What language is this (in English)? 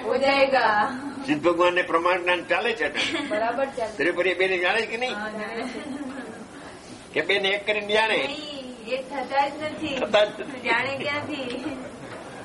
Gujarati